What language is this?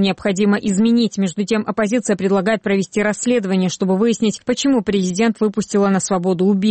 Russian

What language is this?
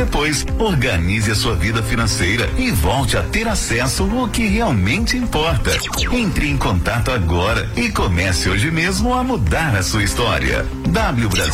Portuguese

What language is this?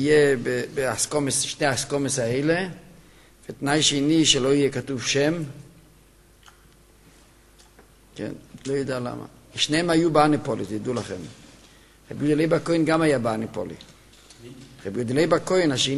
Hebrew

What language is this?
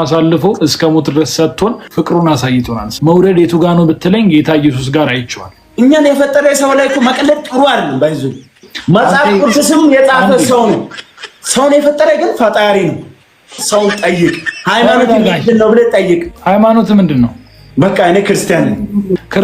Amharic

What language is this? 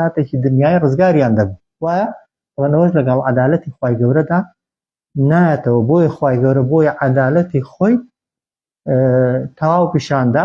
Central Kurdish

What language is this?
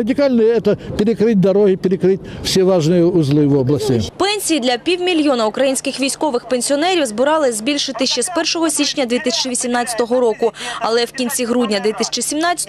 Ukrainian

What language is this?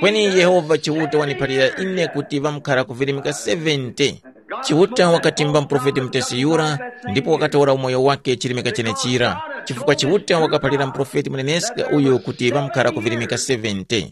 Tumbuka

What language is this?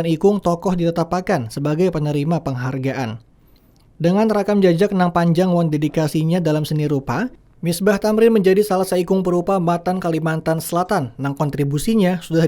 Banjar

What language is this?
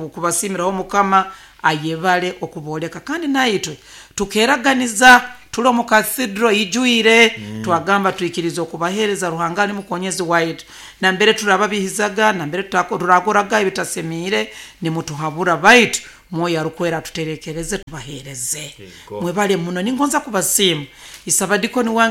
Nyoro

